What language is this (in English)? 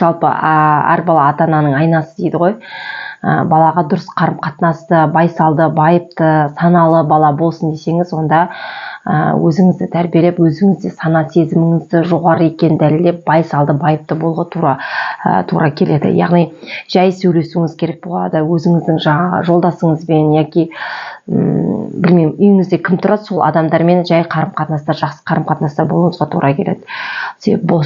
Kazakh